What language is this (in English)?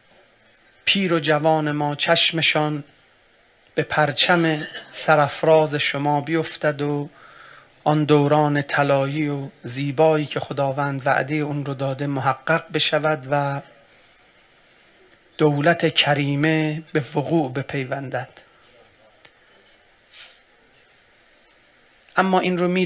Persian